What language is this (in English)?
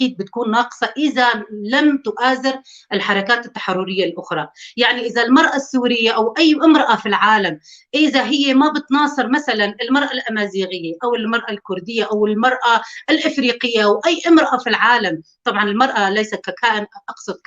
North Levantine Arabic